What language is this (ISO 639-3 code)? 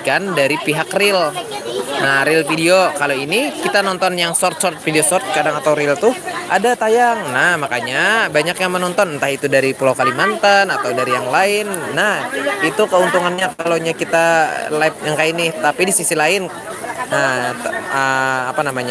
bjn